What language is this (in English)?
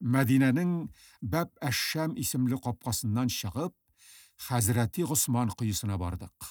Tatar